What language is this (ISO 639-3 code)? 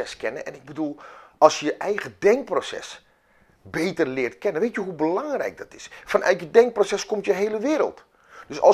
nld